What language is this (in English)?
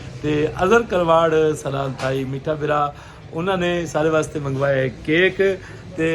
Saraiki